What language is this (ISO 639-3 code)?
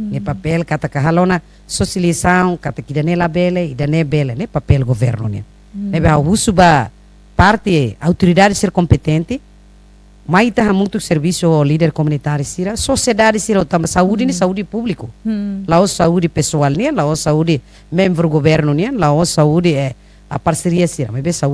tet